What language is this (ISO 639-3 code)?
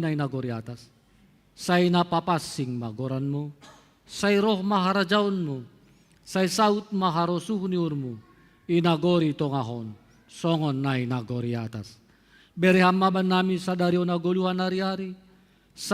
bts